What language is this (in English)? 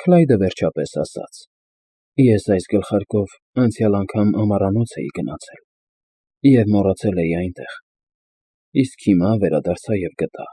Armenian